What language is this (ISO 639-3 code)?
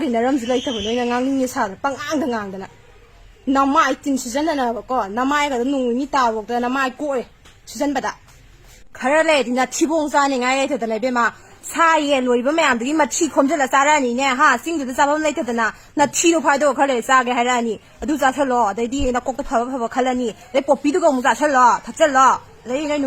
mni